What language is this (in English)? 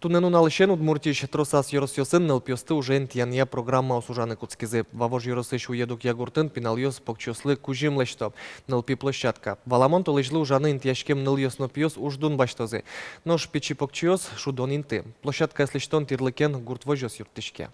Udmurt